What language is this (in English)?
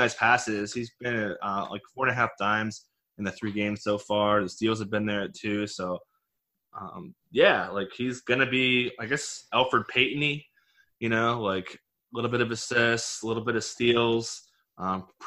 English